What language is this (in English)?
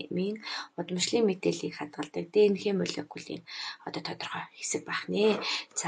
Mongolian